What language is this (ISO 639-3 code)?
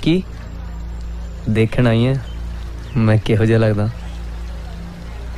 pan